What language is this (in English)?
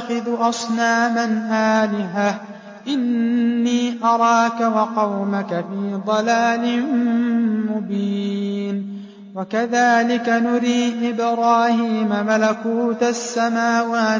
Arabic